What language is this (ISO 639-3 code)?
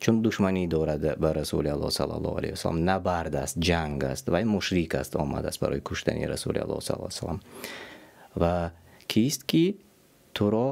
tgk